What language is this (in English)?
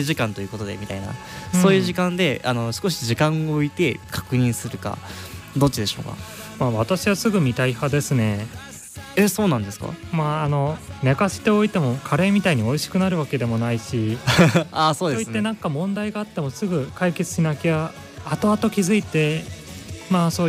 Japanese